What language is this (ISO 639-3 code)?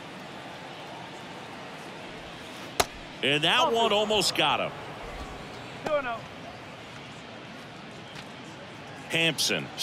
eng